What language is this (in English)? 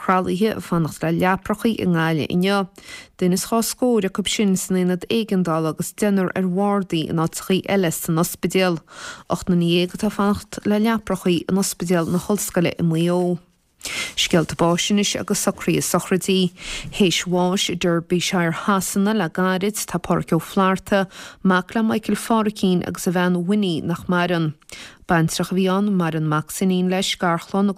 Irish